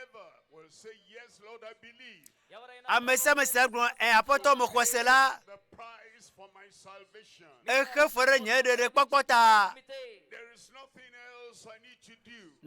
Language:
Ewe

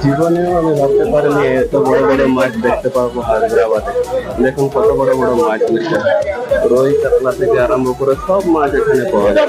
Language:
Santali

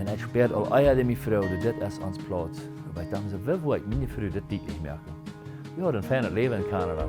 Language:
Plautdietsch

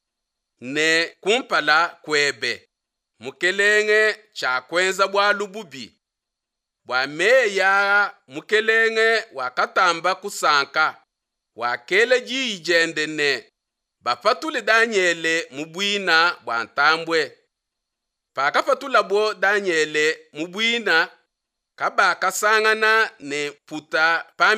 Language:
Luba-Lulua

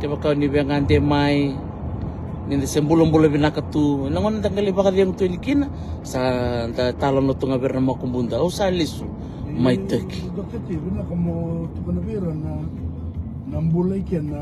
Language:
Fijian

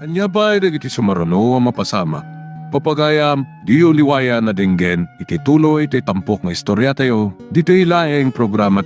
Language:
Iloko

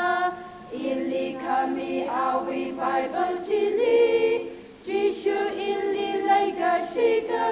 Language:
Tangkhul Naga (India)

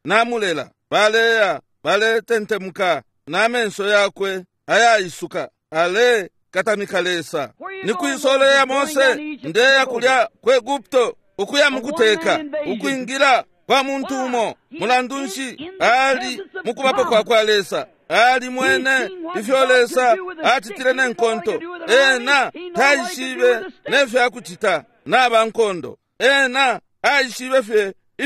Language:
Bemba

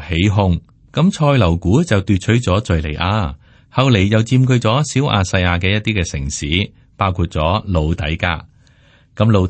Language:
Cantonese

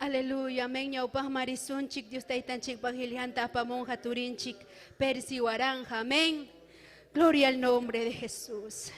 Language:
Ayacucho Quechua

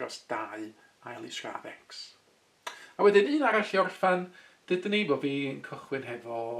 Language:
Welsh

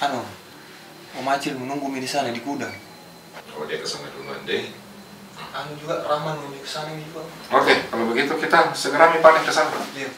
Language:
Makassar Malay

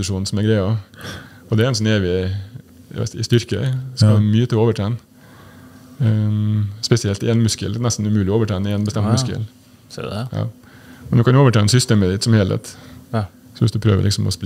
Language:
Norwegian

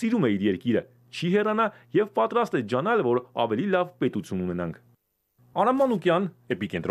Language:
Armenian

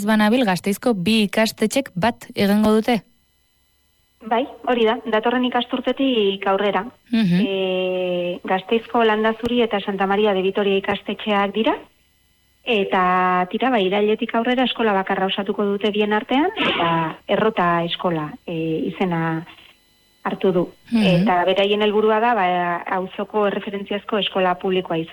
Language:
Basque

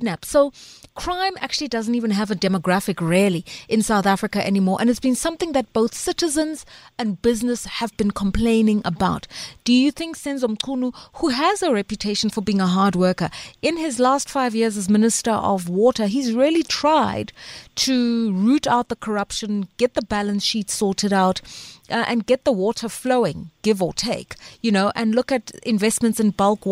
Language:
English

